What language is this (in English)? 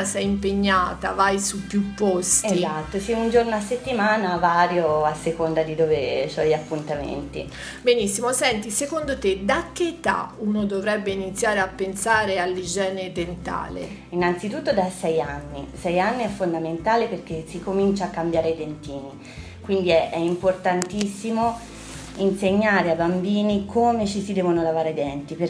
Italian